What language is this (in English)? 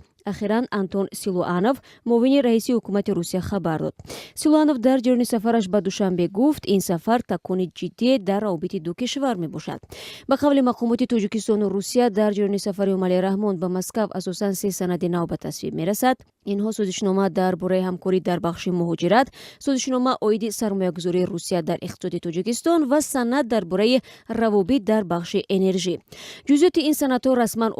Tajik